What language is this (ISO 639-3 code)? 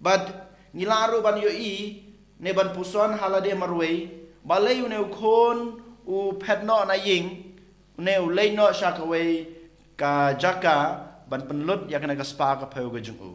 kha